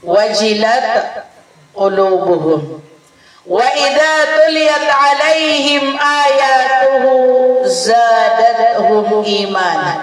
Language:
Maranao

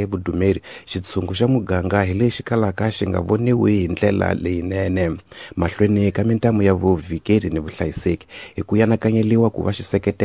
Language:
Tsonga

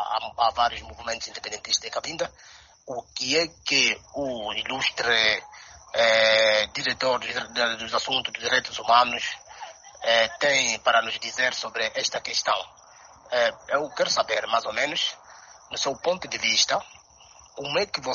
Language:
Portuguese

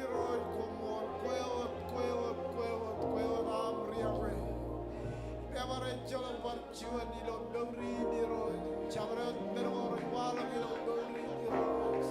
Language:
Marshallese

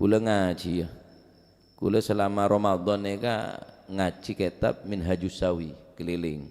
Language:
Madurese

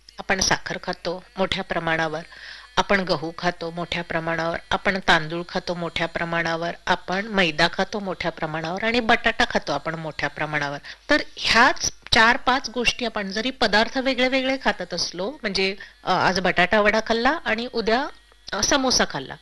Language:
Marathi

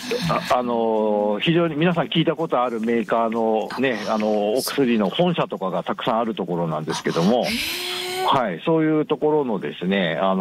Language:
Japanese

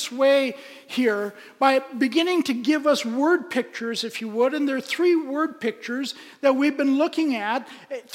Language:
English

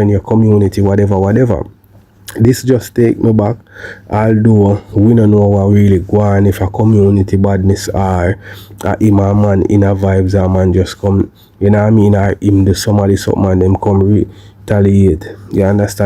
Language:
Jamaican Creole English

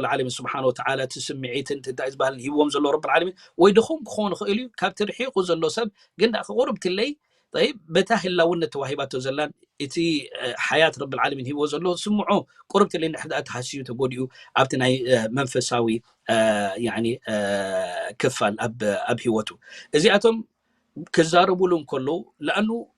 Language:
Tigrinya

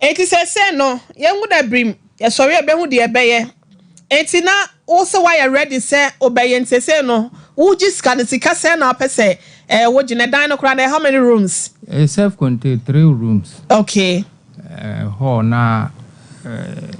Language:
Akan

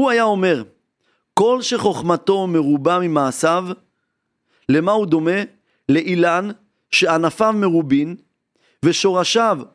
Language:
Hebrew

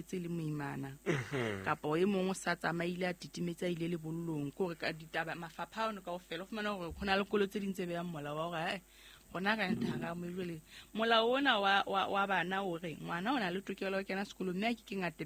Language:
Southern Sotho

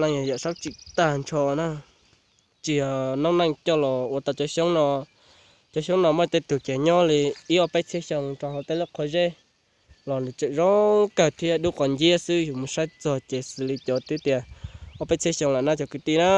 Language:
Hmong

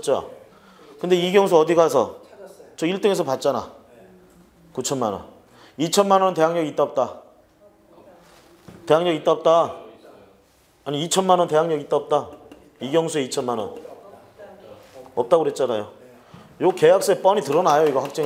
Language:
Korean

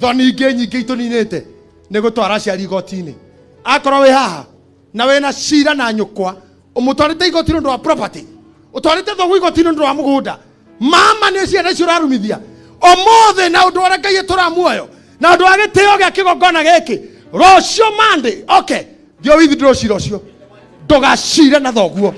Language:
Kikuyu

